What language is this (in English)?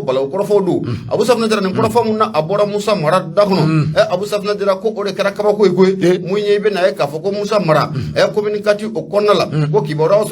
Bambara